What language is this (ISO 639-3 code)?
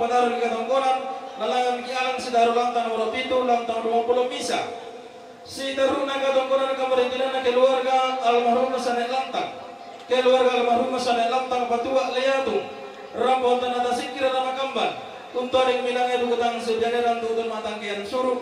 sda